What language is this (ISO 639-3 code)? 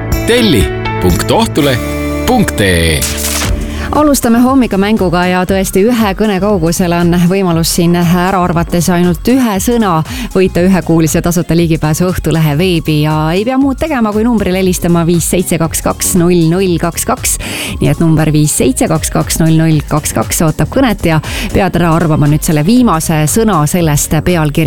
est